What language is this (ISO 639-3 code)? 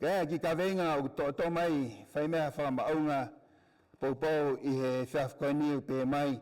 ton